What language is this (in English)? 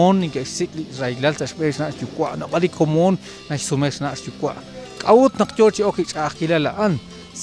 Kekchí